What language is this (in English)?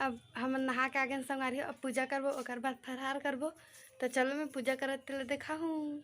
Chhattisgarhi